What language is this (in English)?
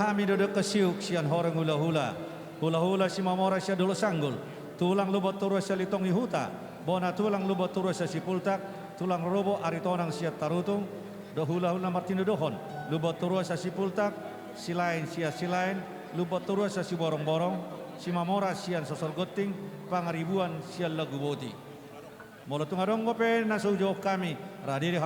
Batak Toba